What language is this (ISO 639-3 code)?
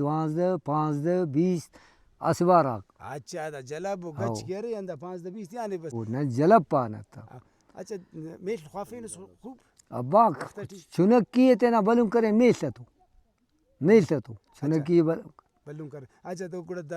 brh